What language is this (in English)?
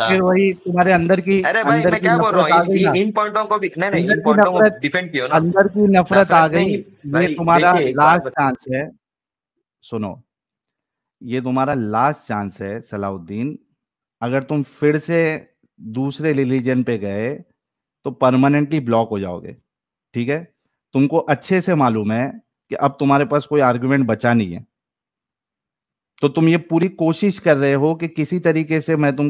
Hindi